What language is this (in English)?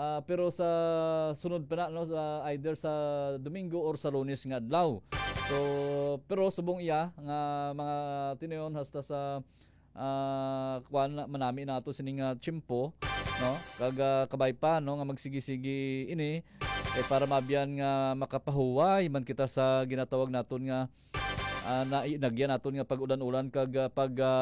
Hiligaynon